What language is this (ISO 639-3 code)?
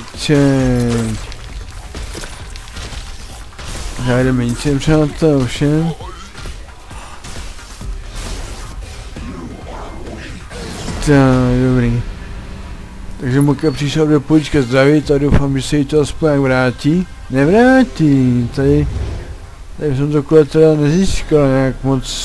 ces